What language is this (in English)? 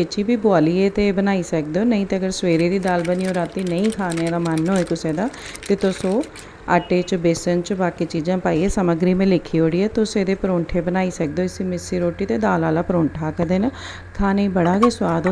Dogri